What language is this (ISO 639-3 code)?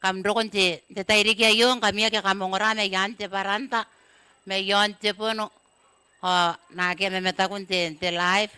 gil